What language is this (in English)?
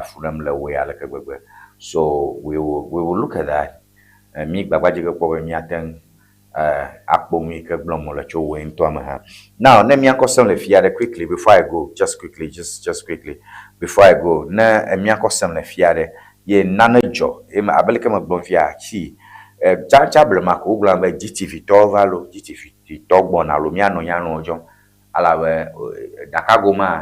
Ewe